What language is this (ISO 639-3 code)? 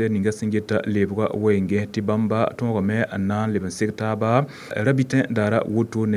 mos